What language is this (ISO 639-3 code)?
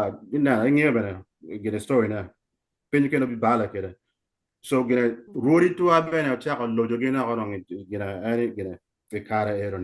ach